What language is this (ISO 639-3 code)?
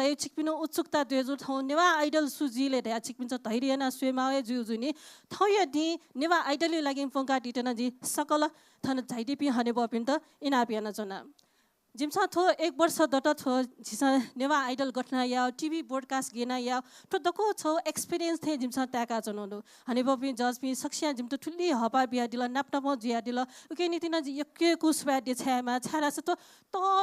new